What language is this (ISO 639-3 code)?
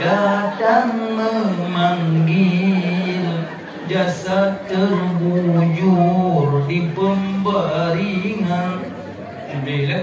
ace